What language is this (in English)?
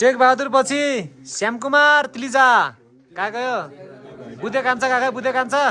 Nepali